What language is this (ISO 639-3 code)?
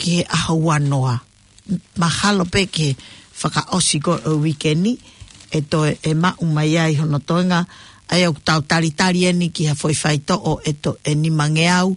ton